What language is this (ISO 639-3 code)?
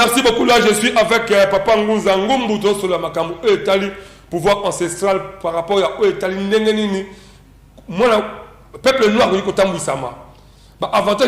lin